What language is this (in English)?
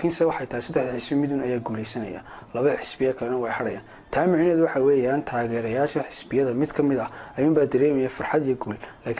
Somali